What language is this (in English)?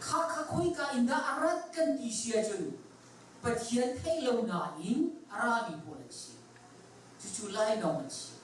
Hakha Chin